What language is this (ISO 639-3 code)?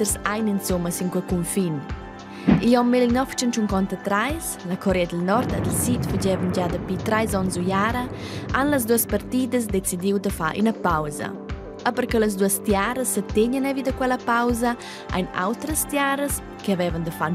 roh